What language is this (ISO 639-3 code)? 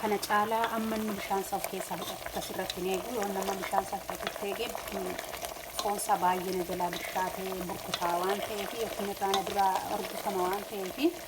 orm